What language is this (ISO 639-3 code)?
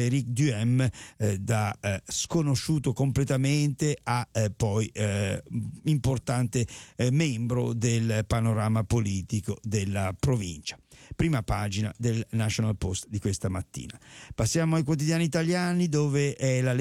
ita